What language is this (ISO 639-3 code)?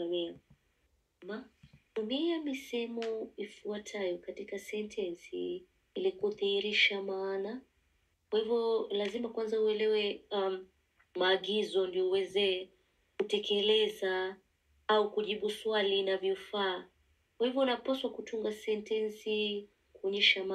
swa